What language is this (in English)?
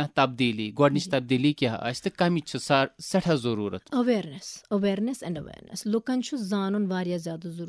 Kashmiri